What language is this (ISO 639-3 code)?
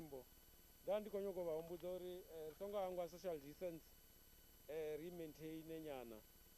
ven